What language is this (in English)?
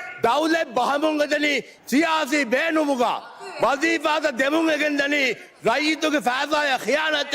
Divehi